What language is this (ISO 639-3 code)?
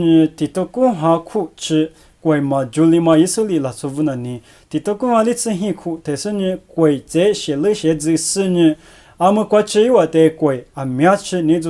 lis